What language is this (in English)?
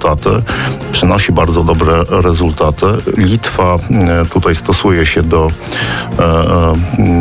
Polish